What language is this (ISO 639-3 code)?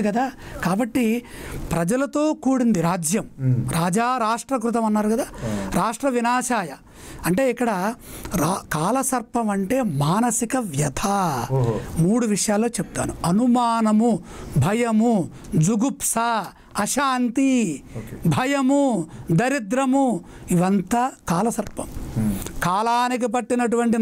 tel